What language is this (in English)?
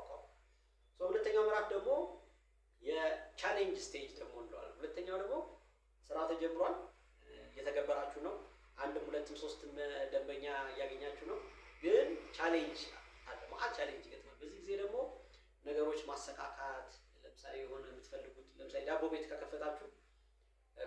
Amharic